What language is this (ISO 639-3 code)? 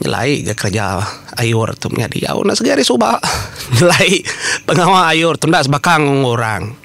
iba